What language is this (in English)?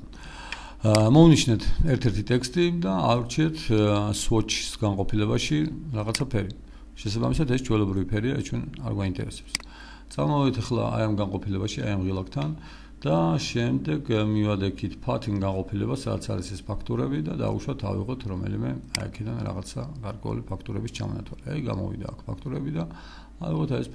Georgian